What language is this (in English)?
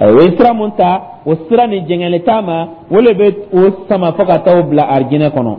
Dyula